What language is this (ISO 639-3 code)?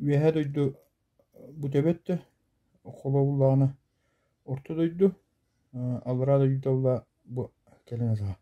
sah